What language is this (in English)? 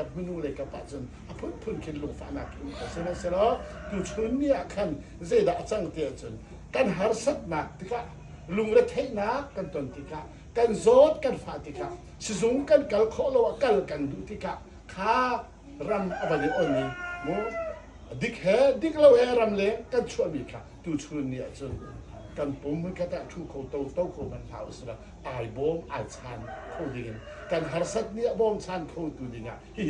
Hakha Chin